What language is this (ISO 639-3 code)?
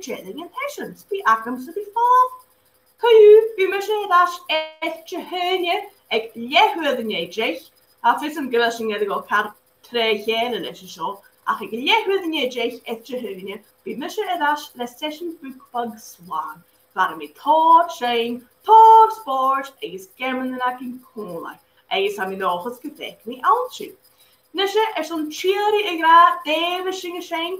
gla